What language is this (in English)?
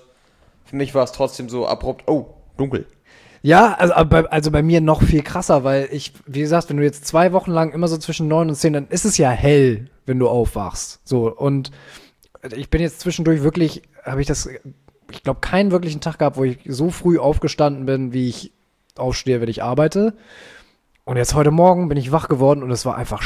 German